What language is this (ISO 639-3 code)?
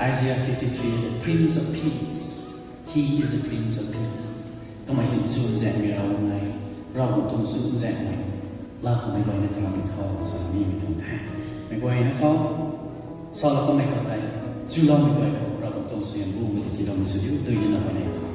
nbu